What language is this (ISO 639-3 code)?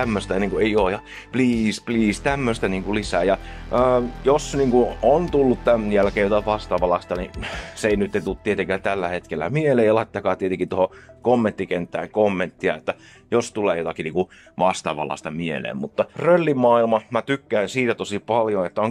fin